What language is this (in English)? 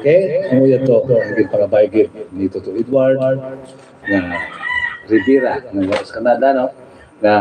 Hiligaynon